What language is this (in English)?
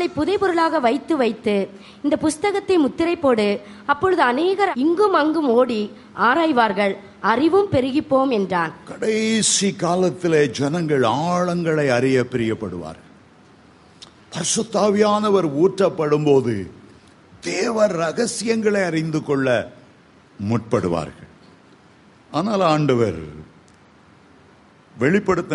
Tamil